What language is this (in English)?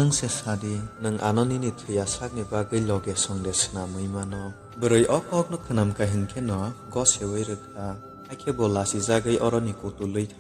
Kok Borok